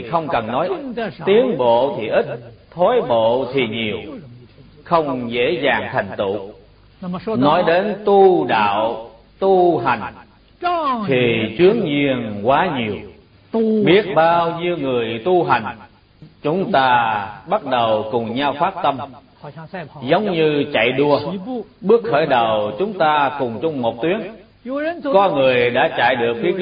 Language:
Vietnamese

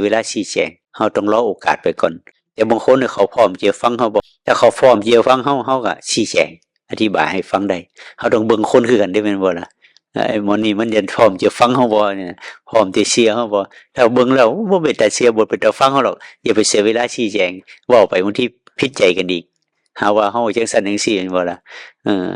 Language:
Northeastern Thai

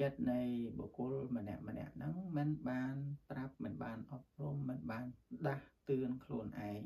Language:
Khmer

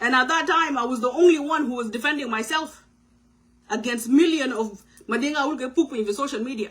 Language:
Nuer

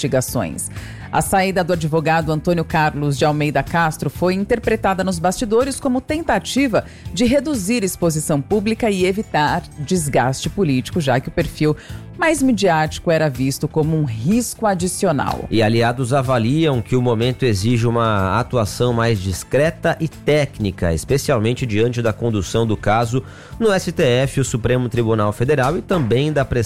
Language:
Portuguese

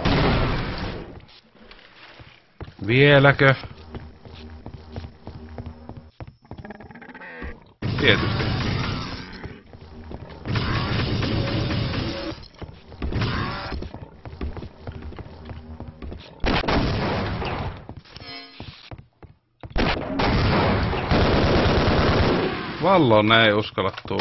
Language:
Finnish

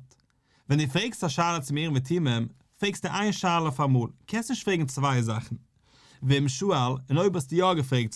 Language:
Yiddish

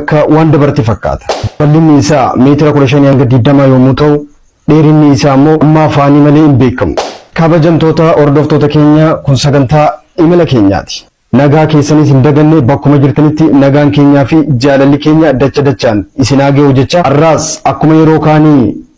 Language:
Oromo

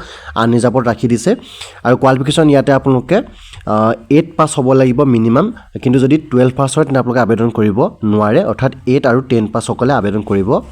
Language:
Assamese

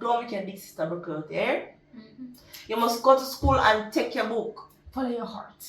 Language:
Jamaican Creole English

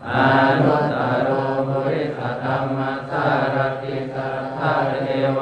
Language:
Pali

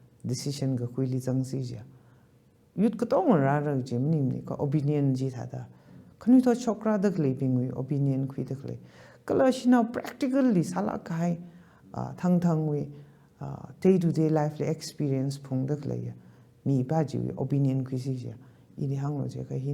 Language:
Tangkhul Naga (India)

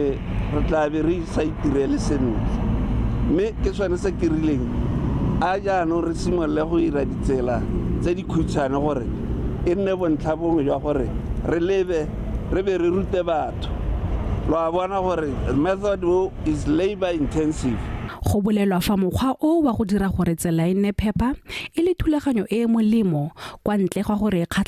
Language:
Tswana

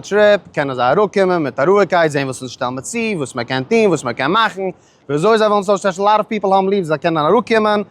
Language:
Yiddish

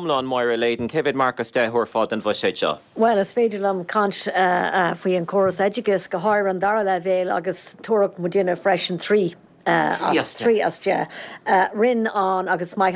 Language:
Irish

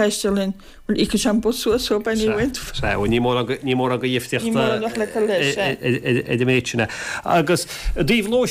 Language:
Irish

